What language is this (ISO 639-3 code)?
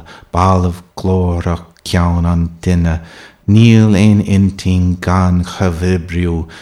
gle